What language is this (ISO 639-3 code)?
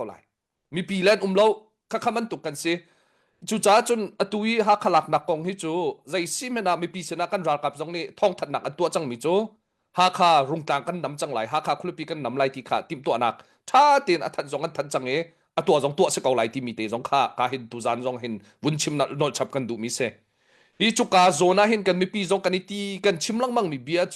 cnh